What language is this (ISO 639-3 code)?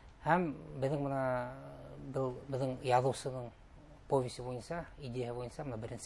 bak